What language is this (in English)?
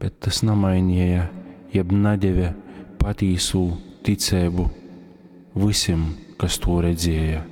Latgalian